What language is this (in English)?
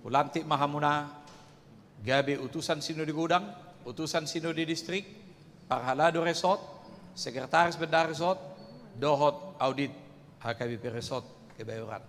Batak Toba